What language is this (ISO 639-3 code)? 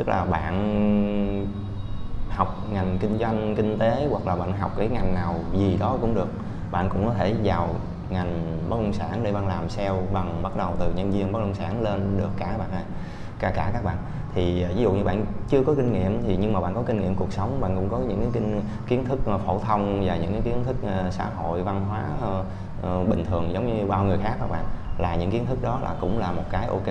vie